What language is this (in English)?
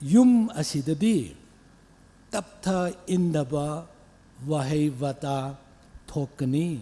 Tangkhul Naga (India)